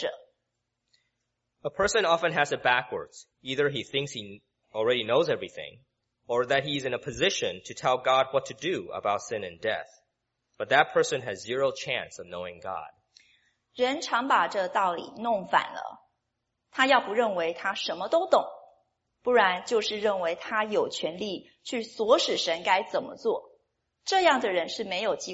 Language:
Chinese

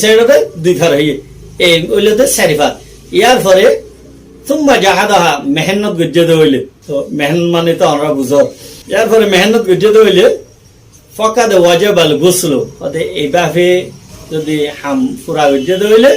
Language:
Rohingya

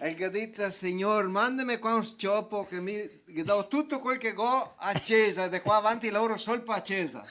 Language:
Venetian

